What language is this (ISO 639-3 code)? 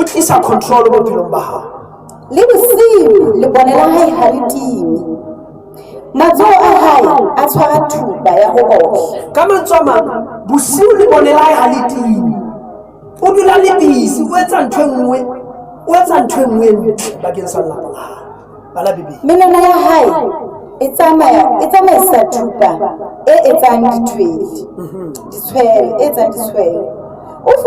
sot